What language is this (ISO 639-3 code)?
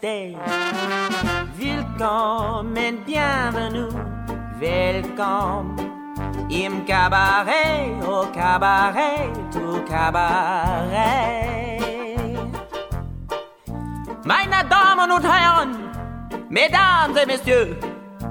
est